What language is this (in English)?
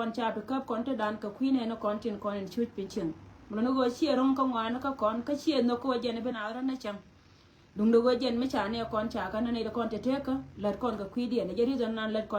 Nuer